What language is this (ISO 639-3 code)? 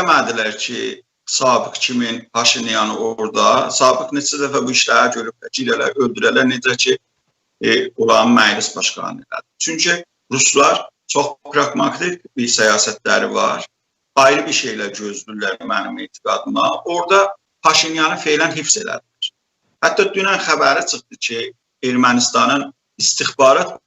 azb